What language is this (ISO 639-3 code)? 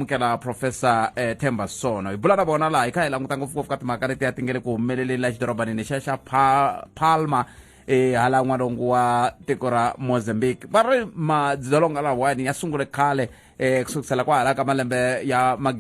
tso